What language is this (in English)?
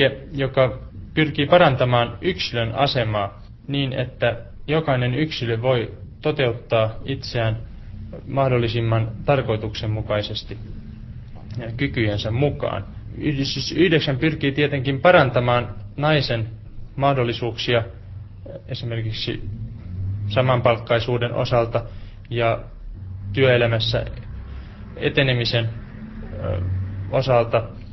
Finnish